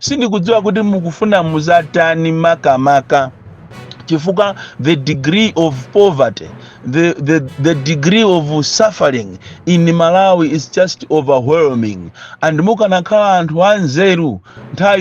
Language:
Nyanja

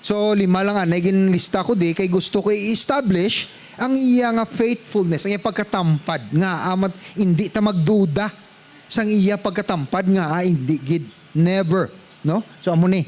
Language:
Hiligaynon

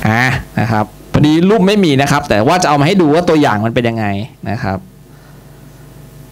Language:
Thai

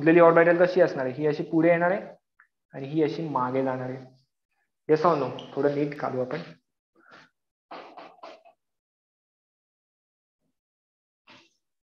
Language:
Marathi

